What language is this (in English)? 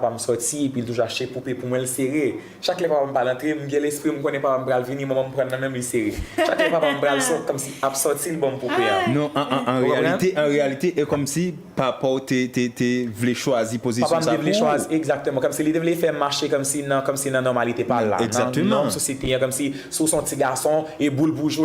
Haitian Creole